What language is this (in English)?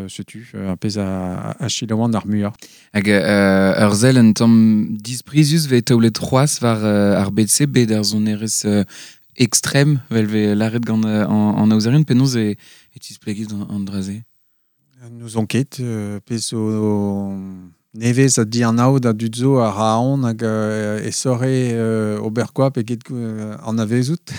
Breton